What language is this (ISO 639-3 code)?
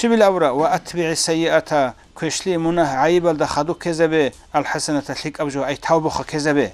ava